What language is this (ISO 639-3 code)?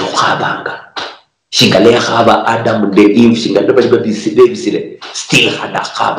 luy